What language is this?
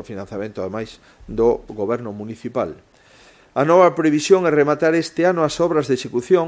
Galician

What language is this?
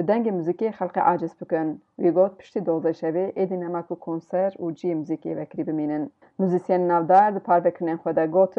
Kurdish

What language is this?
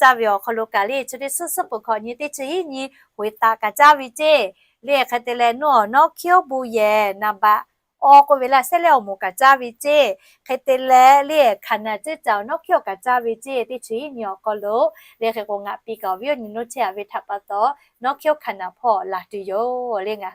Lahu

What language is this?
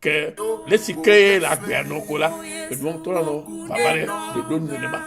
Ewe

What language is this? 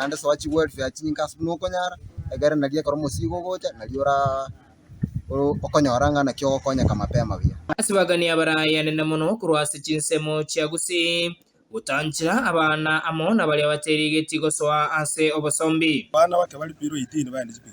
Gusii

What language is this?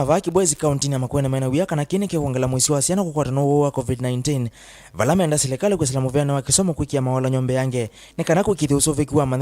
Kamba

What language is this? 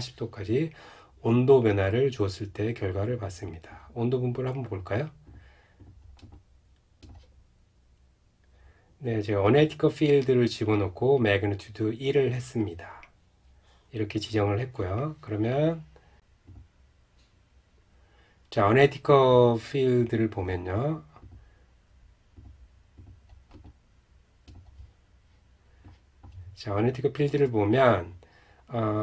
Korean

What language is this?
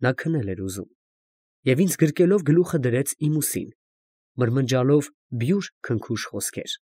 Armenian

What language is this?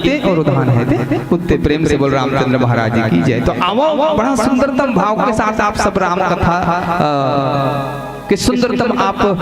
Chhattisgarhi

